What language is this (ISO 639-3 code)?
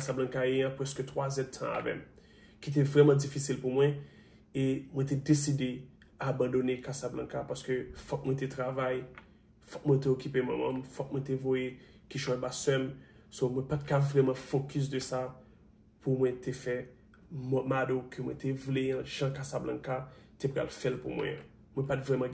hat